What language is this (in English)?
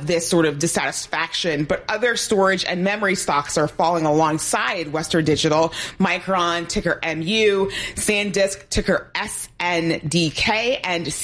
English